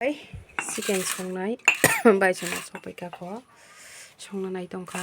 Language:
Kok Borok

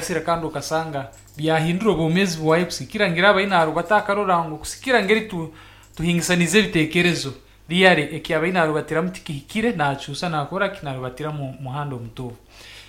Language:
Nyankole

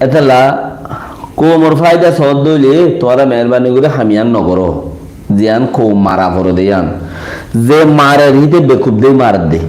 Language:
Rohingya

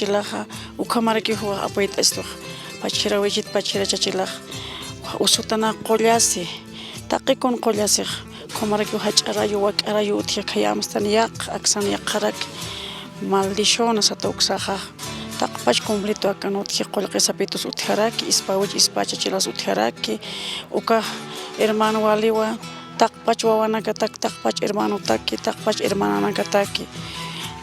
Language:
Aymara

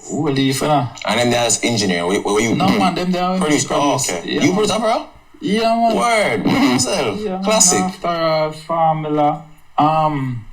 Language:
Jamaican Creole English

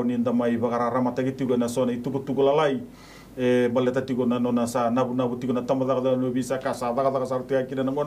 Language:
Fijian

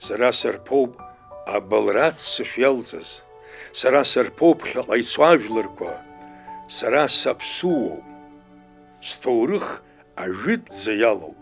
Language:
Abkhazian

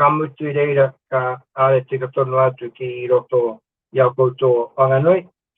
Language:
Māori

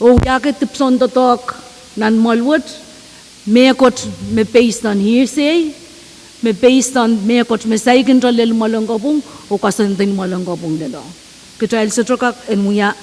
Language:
Pohnpeian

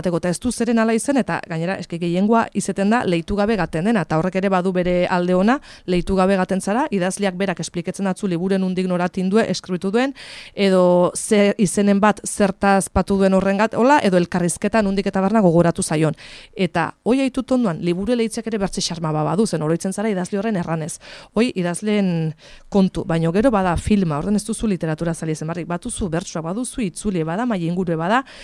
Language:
Basque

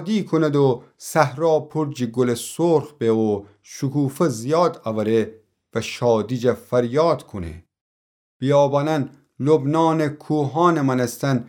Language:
Gilaki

